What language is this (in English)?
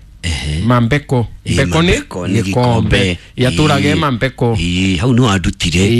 Kikuyu